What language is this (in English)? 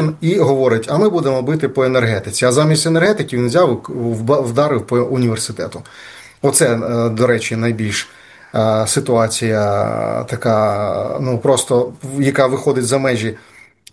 Ukrainian